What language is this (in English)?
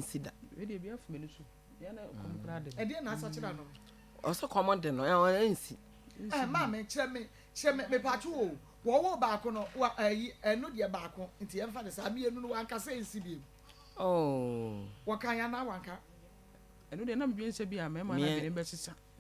Akan